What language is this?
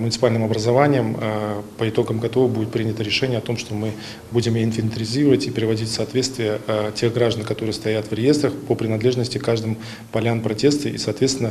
Crimean Tatar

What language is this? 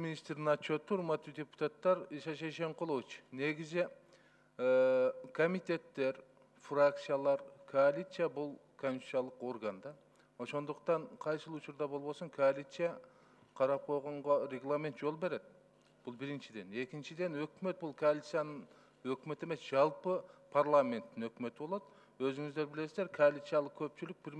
Kyrgyz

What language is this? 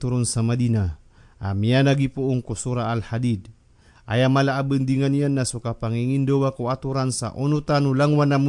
Maranao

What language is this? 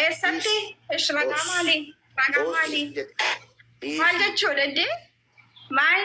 Oromo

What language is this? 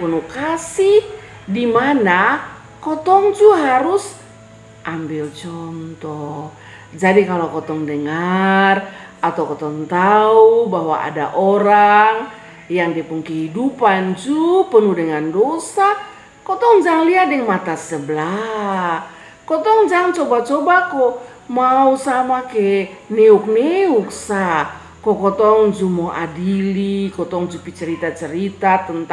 Kupang Malay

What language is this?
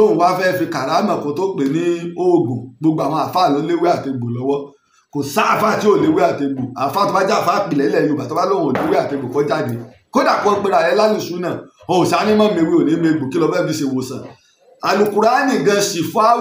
Yoruba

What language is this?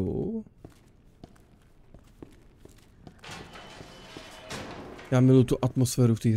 Czech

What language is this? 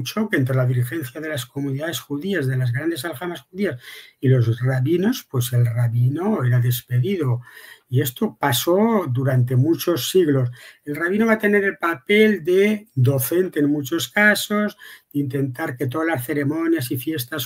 Ladino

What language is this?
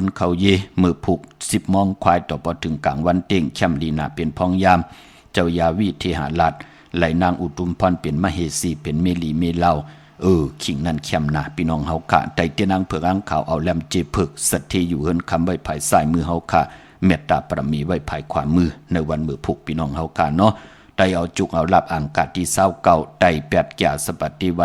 Shan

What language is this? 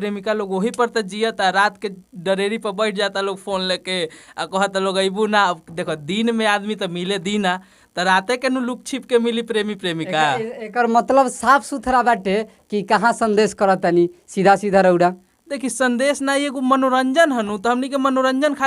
Bhojpuri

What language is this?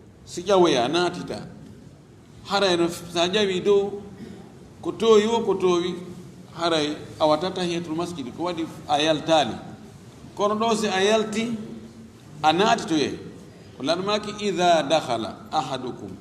Fula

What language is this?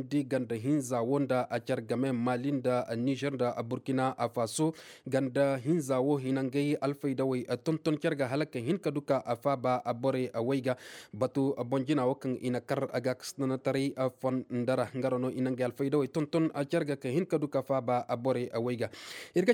Koyraboro Senni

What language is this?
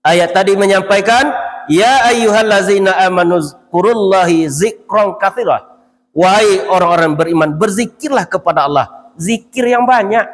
Minangkabau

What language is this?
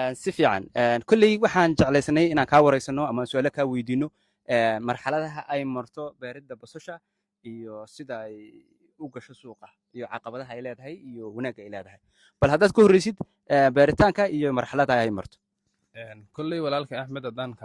Somali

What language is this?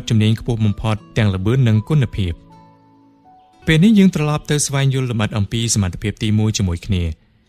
Khmer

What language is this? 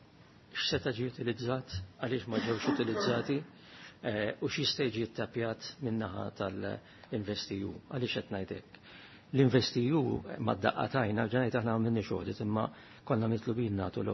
Maltese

